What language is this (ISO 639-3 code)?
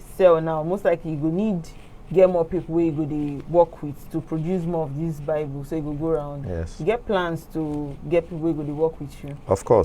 pcm